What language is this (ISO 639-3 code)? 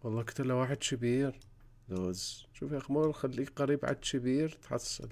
acm